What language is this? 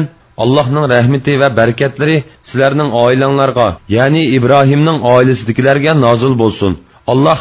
Uyghur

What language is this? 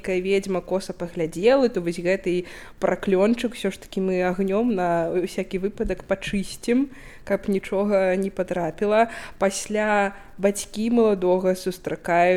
Belarusian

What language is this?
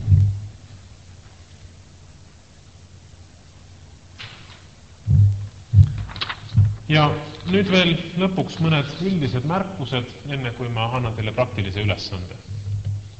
Estonian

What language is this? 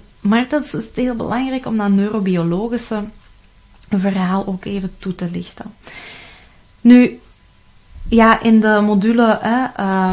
Dutch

